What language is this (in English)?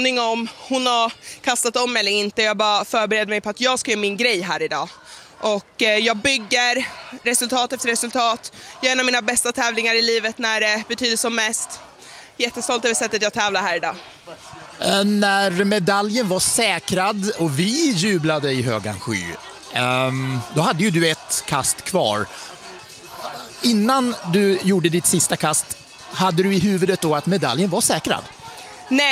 Swedish